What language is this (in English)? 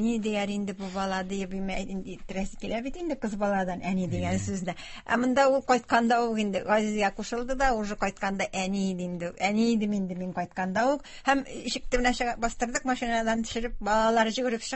Tatar